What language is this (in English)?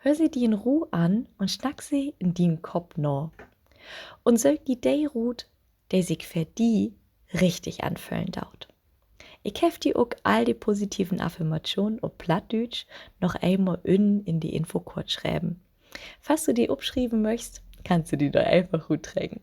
Low German